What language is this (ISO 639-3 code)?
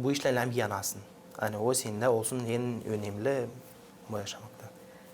gag